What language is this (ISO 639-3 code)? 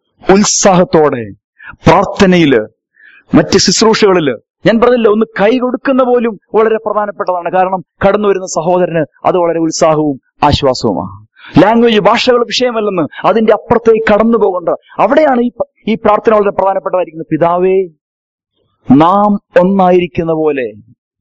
mal